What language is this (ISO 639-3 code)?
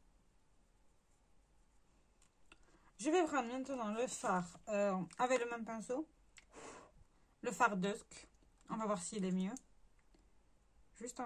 fra